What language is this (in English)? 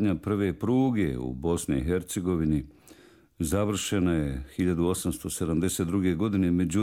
Bosnian